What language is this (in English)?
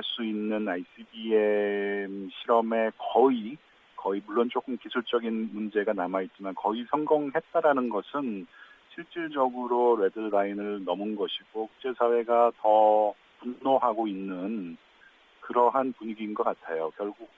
Korean